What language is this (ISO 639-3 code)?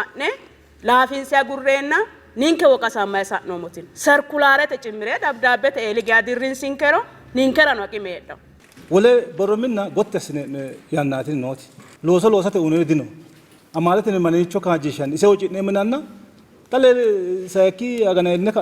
sid